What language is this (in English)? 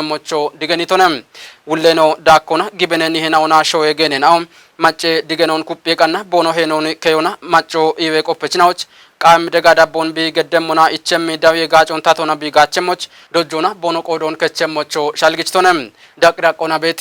Kafa